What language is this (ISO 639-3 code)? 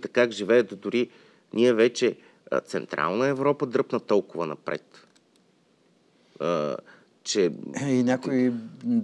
bul